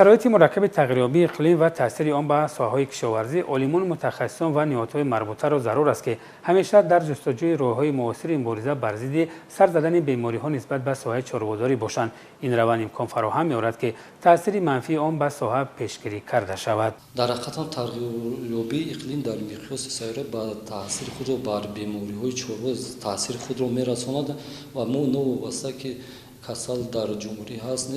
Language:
Tajik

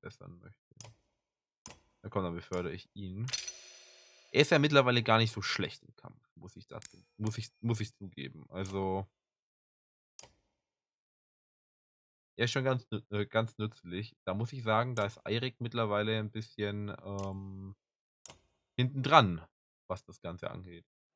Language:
German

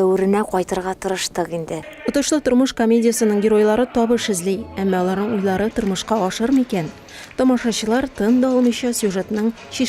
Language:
Tatar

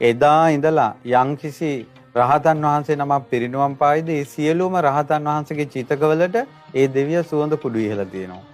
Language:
Sinhala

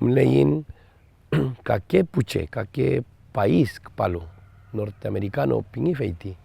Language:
Mapuche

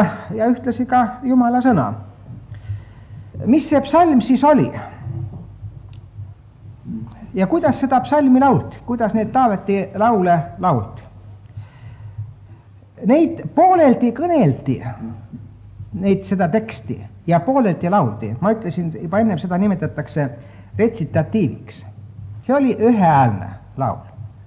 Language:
Estonian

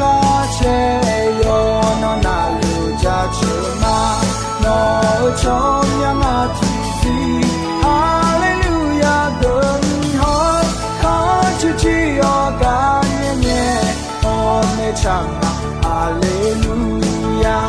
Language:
Akha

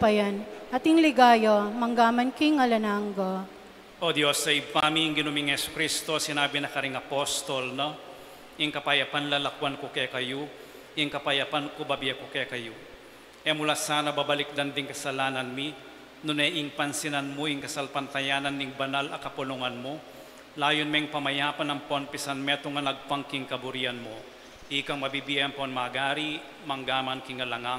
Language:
Pampanga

